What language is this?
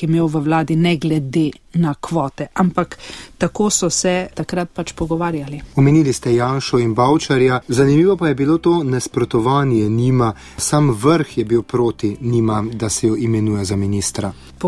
Slovenian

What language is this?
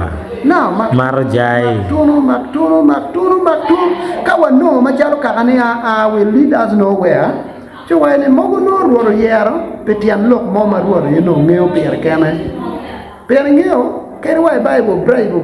Acoli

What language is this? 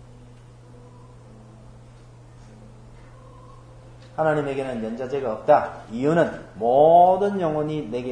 Korean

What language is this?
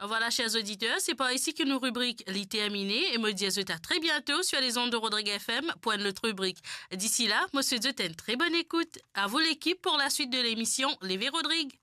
Morisyen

